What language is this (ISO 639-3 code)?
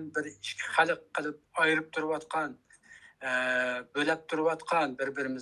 uig